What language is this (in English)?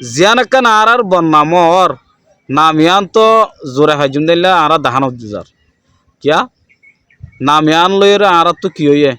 Rohingya